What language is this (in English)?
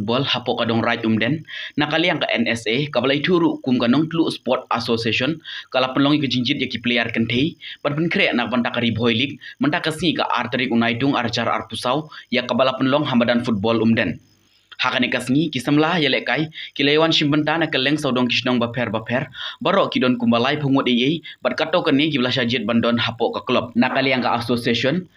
Khasi